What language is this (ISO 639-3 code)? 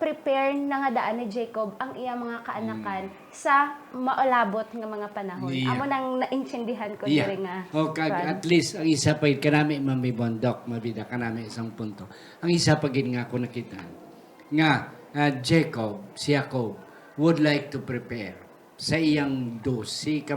hil